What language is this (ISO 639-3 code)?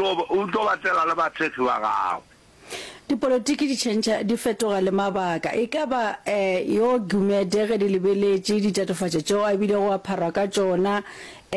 nso